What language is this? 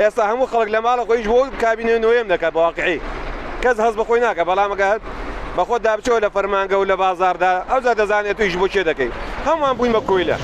Central Kurdish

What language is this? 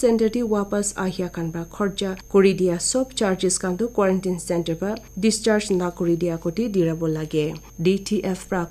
Naga Pidgin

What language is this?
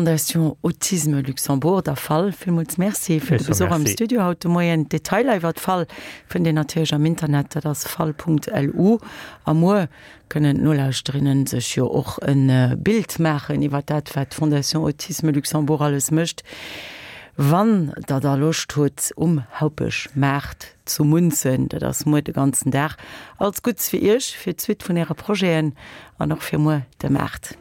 Luxembourgish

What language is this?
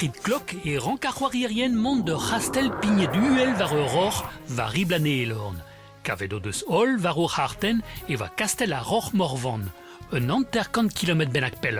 Breton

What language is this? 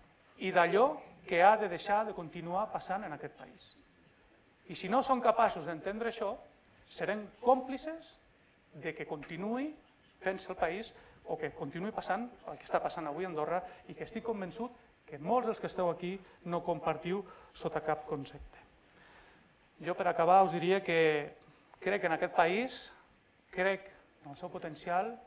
Catalan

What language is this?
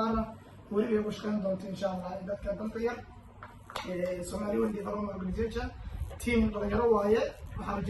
Somali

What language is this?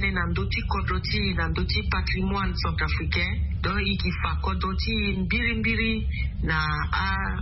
Sango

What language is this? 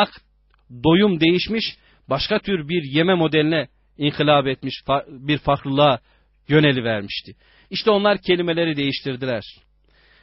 Turkish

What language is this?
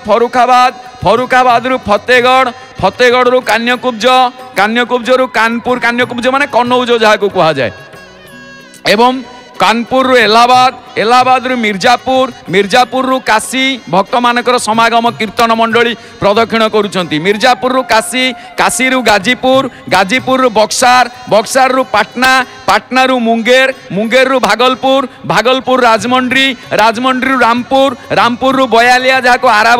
Odia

